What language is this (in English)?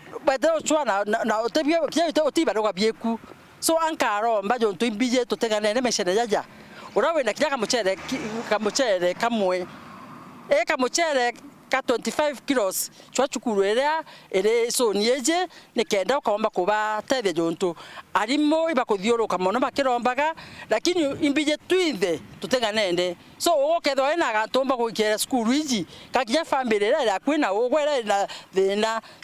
Meru